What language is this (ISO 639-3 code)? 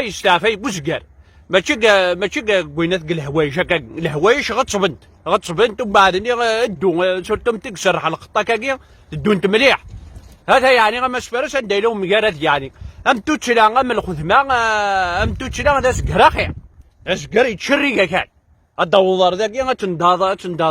kab